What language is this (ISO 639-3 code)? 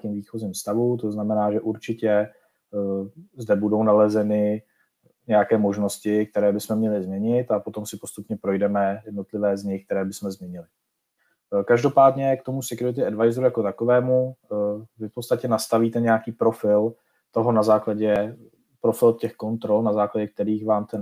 ces